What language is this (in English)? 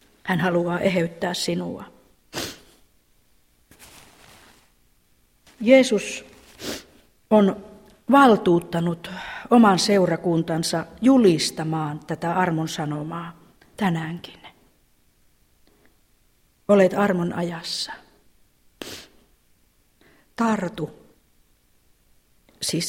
Finnish